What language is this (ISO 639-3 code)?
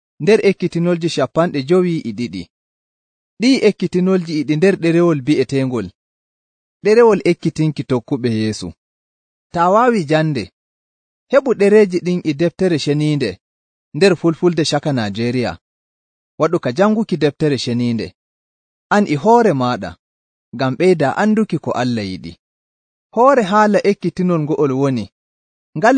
fuv